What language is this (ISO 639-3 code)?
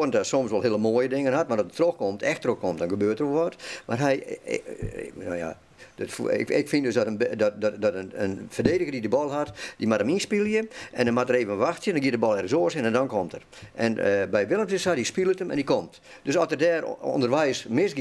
fry